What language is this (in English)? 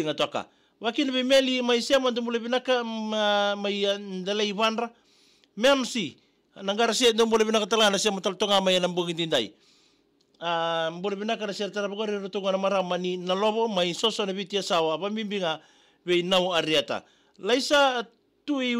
Fijian